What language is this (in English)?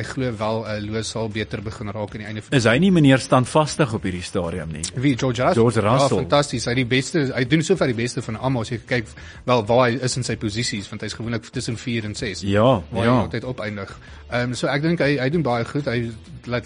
Afrikaans